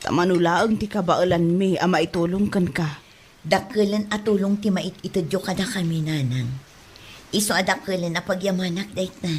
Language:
Iloko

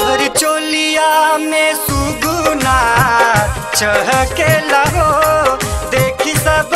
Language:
Bhojpuri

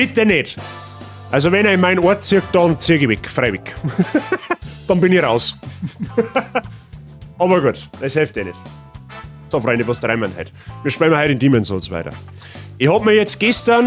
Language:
Bavarian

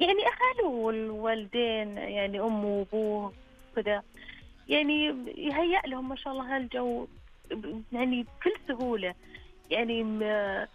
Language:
Najdi Arabic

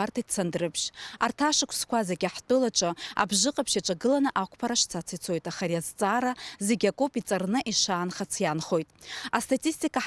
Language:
Abkhazian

